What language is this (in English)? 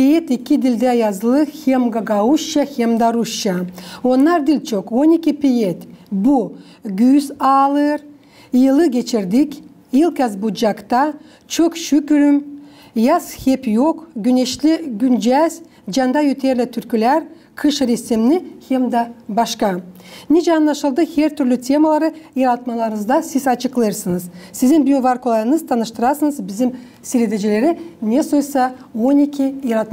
Gagauz